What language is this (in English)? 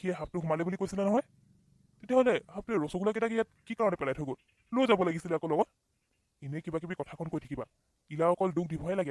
Assamese